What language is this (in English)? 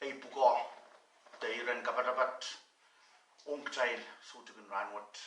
Pohnpeian